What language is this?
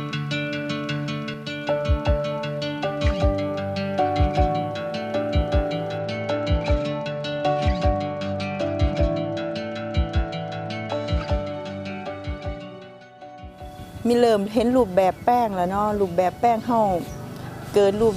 Thai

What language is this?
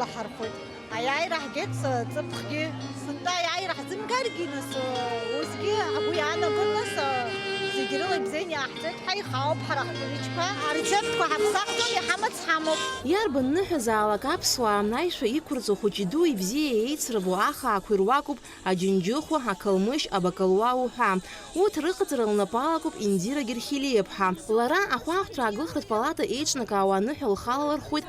Abkhazian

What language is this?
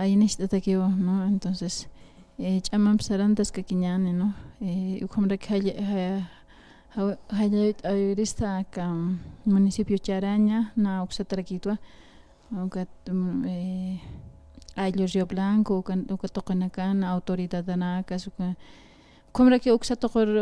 Aymara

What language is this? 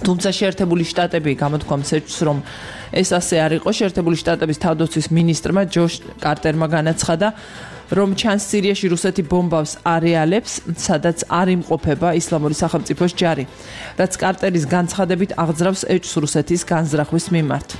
Georgian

